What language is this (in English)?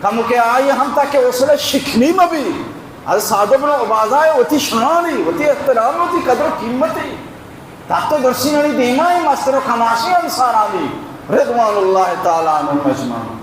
Baluchi